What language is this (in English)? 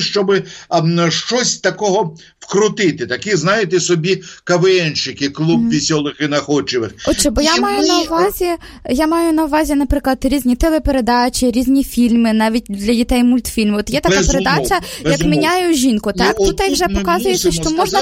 Ukrainian